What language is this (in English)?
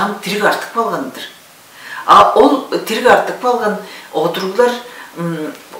Tuvinian